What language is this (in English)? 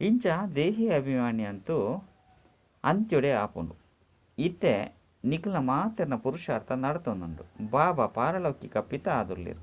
Tulu